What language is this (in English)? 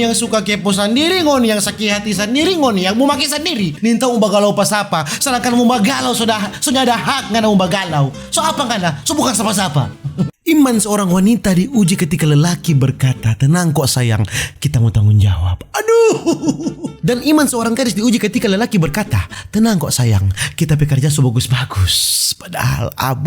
Manado Malay